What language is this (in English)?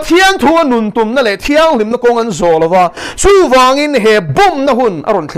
Mizo